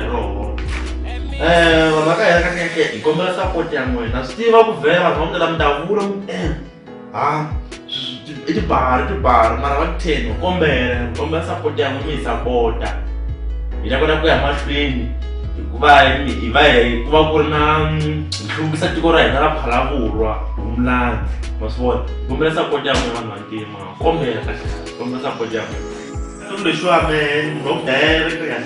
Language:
Tsonga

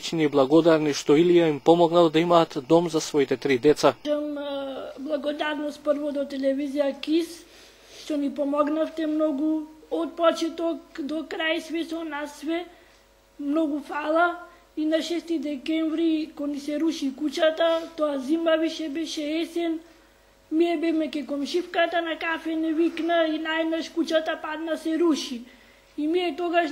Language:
Macedonian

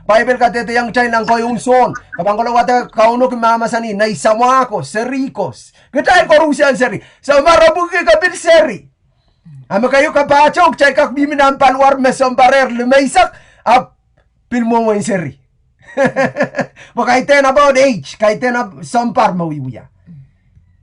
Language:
Pohnpeian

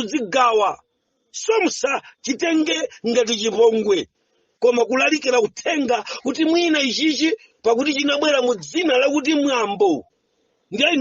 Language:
Nyanja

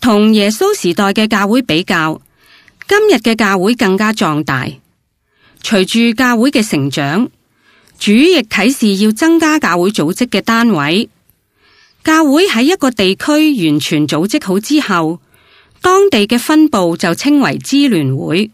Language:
Cantonese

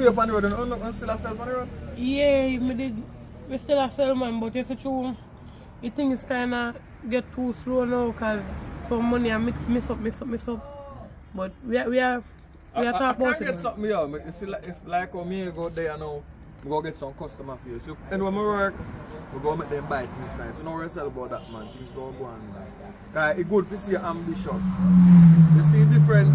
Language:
Jamaican Creole English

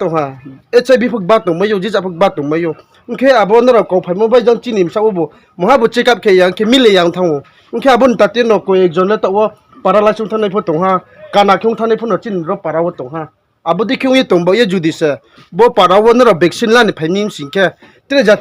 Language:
Riang (India)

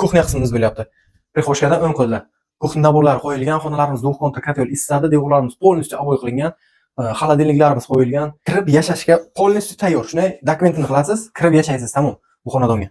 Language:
Uzbek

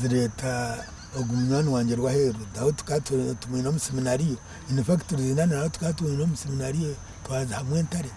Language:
Nyankole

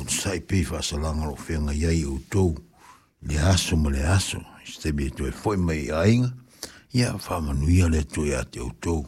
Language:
Samoan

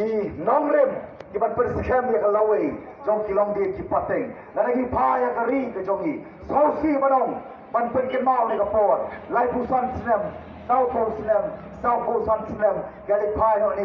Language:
Khasi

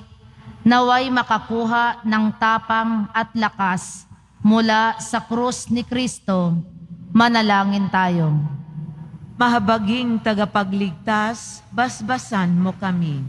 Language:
Filipino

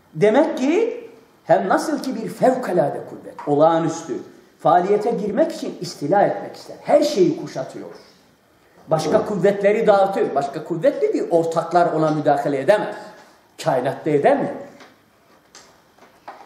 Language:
Turkish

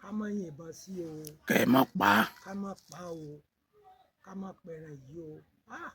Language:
Yoruba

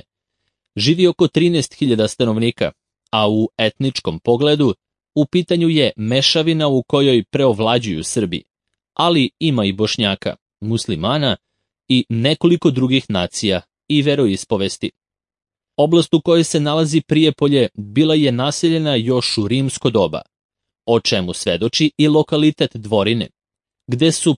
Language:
Serbian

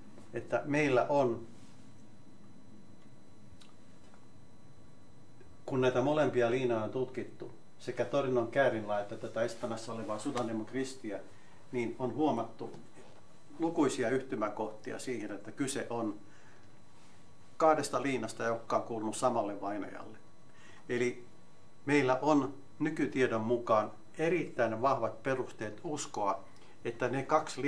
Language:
Finnish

